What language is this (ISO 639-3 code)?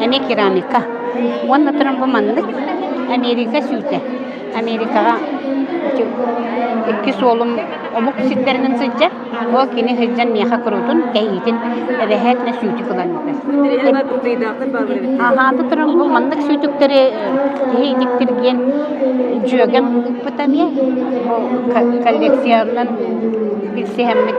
sah